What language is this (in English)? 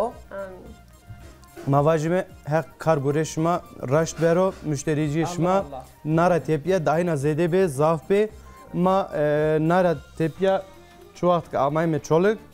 Zaza